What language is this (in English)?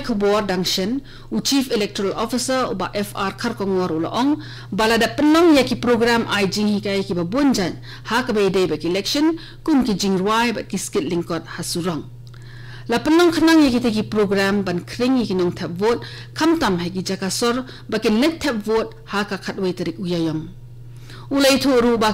Khasi